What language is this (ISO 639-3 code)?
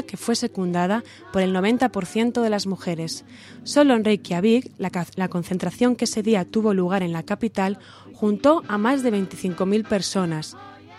spa